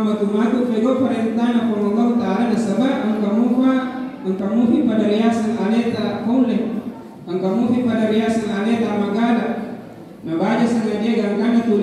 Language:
Buginese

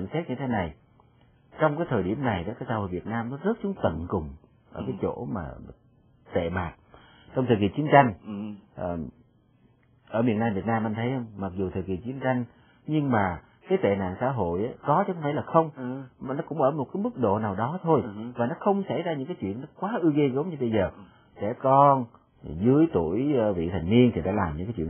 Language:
Vietnamese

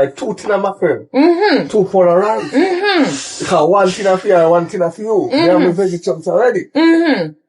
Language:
Jamaican Creole English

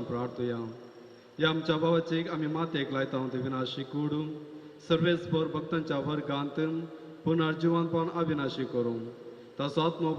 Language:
Konkani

